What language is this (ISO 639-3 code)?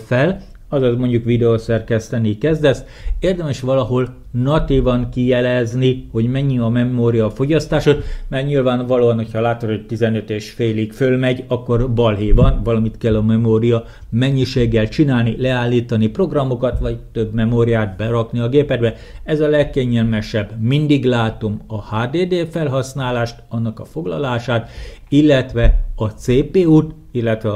hun